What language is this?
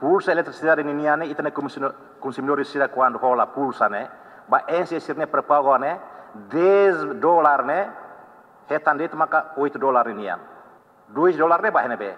Tetum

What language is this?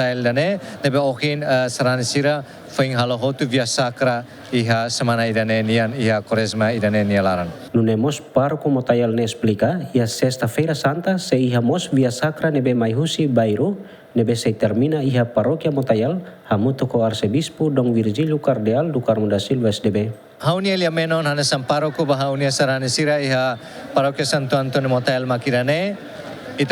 Tetum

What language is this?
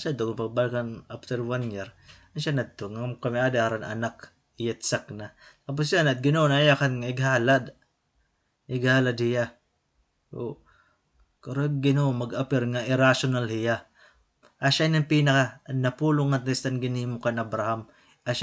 Waray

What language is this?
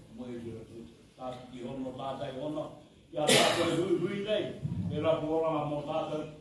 Māori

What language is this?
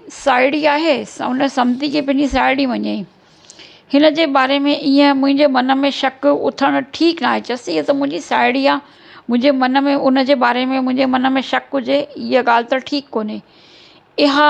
Sindhi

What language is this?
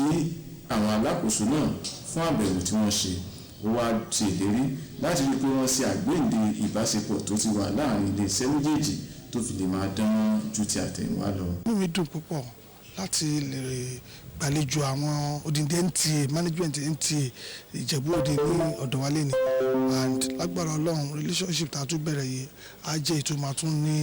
Yoruba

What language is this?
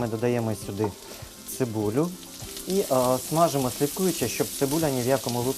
Ukrainian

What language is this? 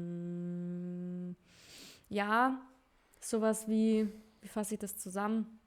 Bavarian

